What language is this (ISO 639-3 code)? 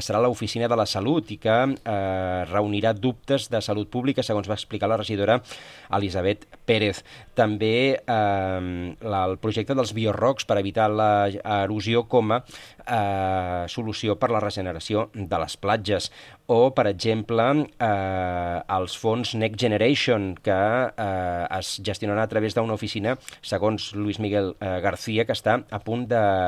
cat